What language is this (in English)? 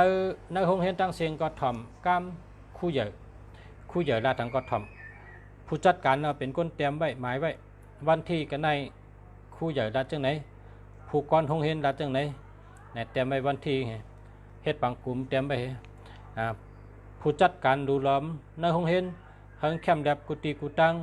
Shan